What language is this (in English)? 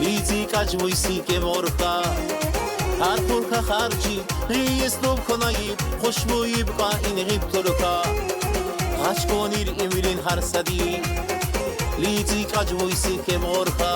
Tabassaran